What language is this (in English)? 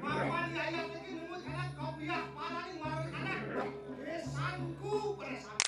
Balinese